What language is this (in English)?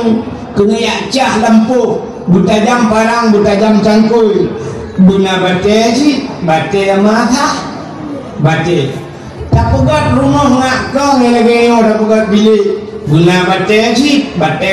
Achinese